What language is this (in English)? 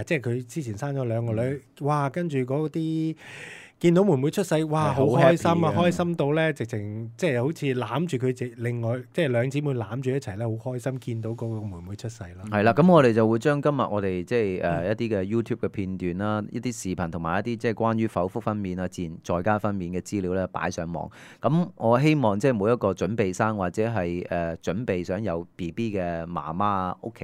Cantonese